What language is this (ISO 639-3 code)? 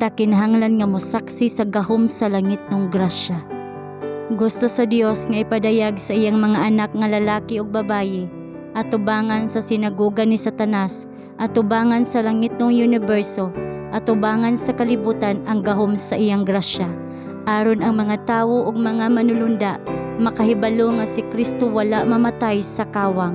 ceb